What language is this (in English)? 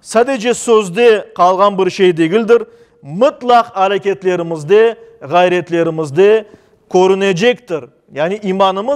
Crimean Tatar